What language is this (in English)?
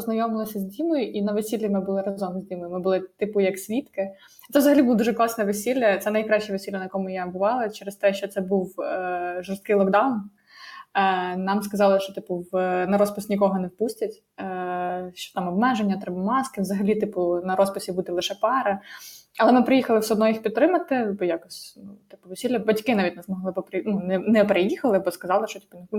Ukrainian